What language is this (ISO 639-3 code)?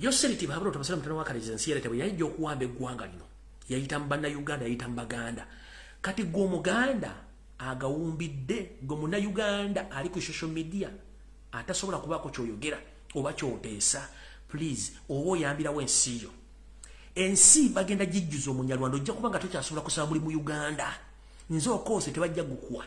lug